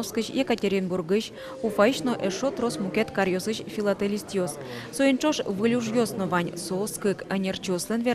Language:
Udmurt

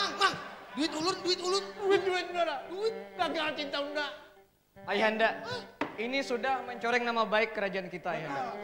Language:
Banjar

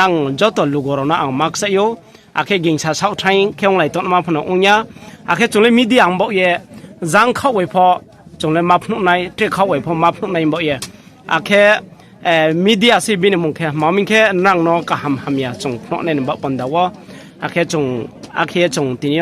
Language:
Riang (India)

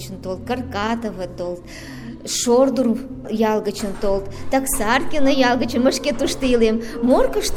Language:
Mari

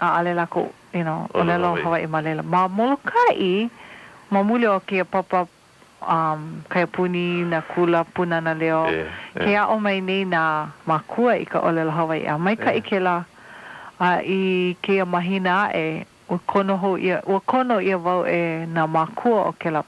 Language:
Hawaiian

